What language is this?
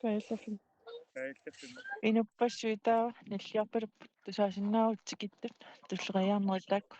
Kalaallisut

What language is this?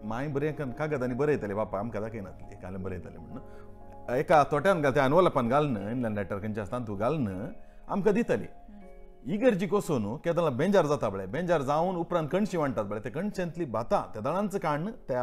Konkani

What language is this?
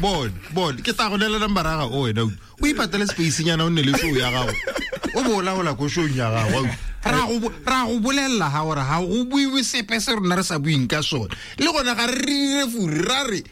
Tswana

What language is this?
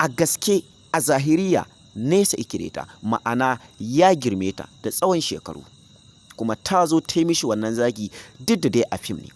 Hausa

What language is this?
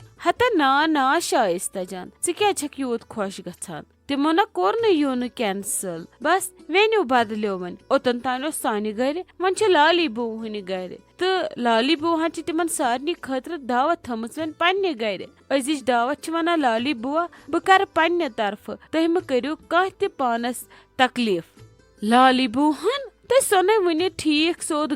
Kashmiri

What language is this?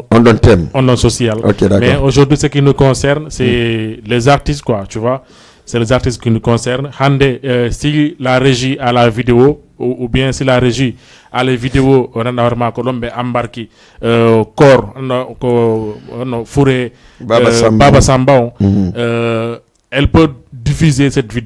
Fula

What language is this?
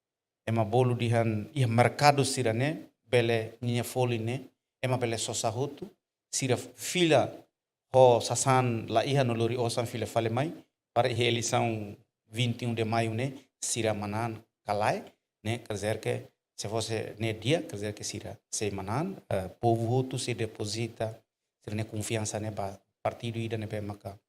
Tetum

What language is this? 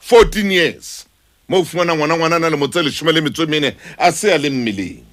Southern Sotho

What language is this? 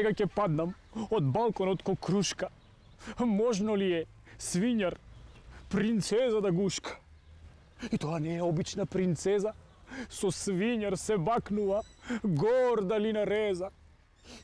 Macedonian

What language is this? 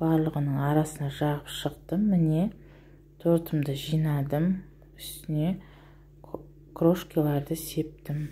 Kazakh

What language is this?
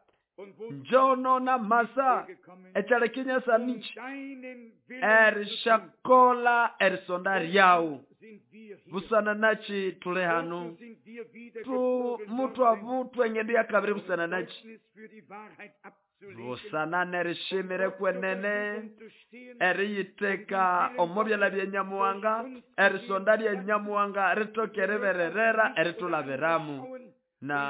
Nande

